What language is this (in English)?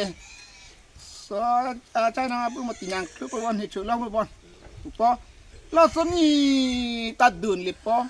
Karbi